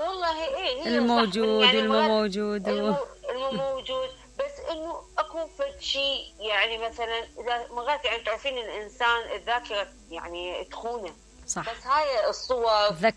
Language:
Mesopotamian Arabic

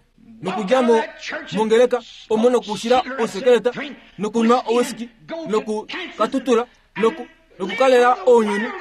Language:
Kuanyama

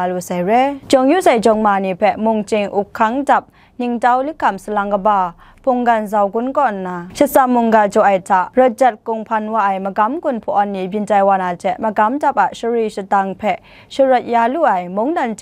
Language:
Kachin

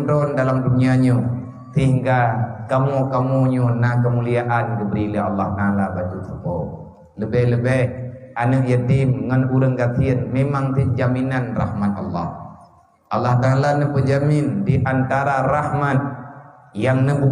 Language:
Achinese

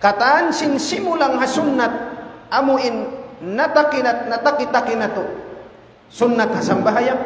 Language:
Tausug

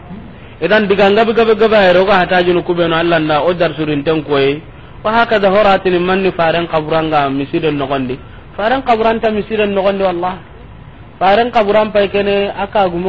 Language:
Soninke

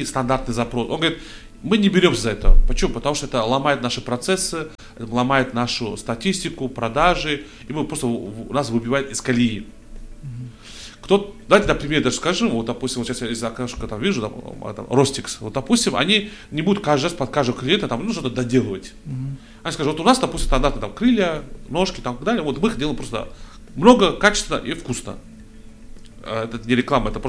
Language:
Russian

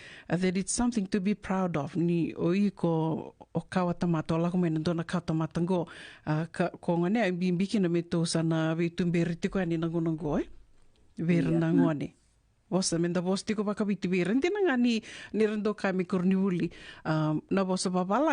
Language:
Fijian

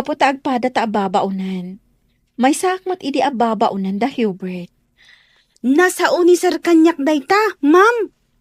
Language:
Iloko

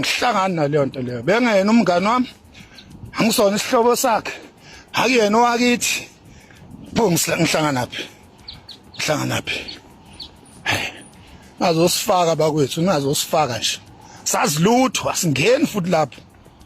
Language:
Zulu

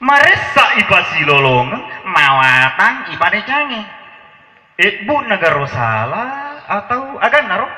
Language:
Buginese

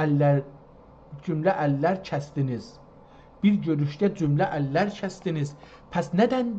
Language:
South Azerbaijani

